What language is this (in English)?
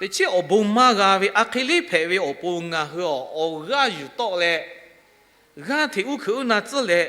Lahu